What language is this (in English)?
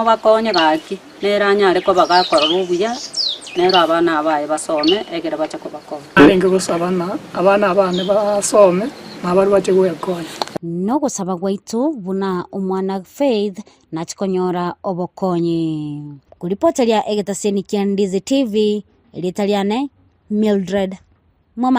Gusii